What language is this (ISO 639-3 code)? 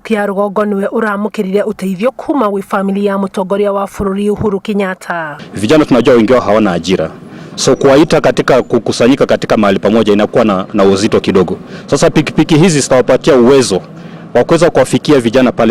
kik